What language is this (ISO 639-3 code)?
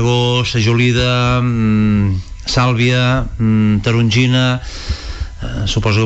cat